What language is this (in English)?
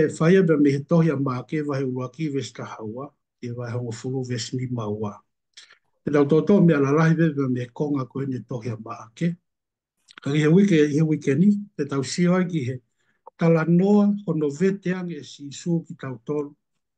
Tongan